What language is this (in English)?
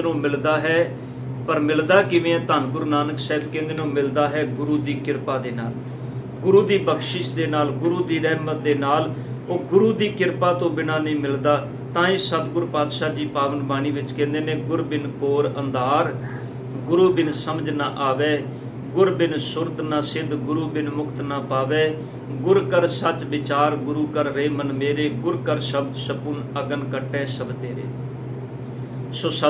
Punjabi